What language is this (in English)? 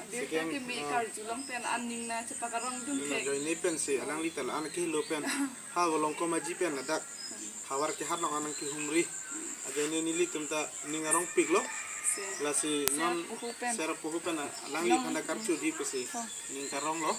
Karbi